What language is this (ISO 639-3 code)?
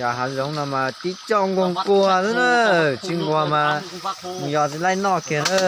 hmn